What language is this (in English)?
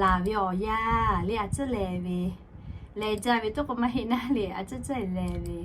Lahu